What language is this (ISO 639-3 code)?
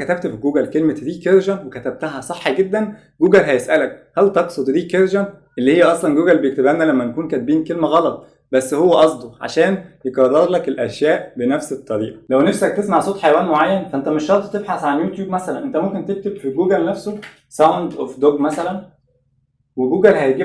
arz